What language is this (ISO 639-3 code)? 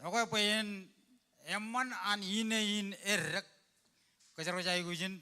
mah